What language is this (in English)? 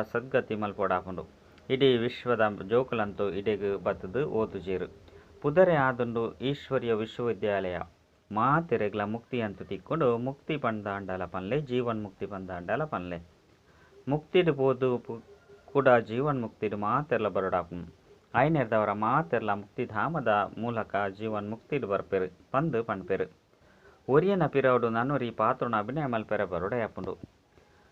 Tulu